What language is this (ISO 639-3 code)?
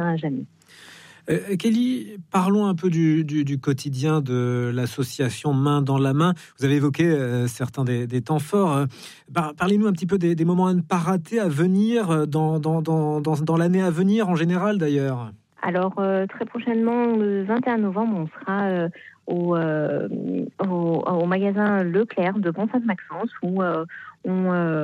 fra